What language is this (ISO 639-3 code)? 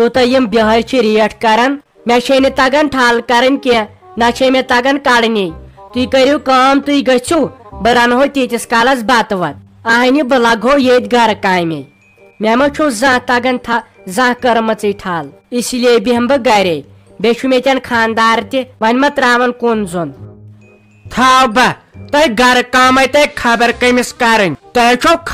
kas